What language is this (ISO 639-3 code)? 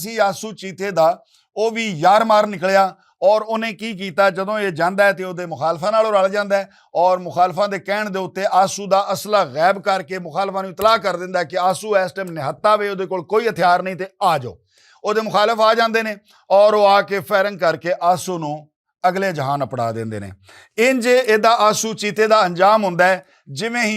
lah